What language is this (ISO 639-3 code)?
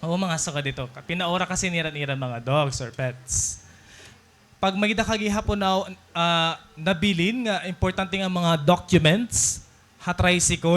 war